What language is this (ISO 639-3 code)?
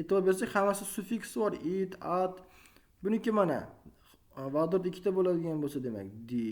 uzb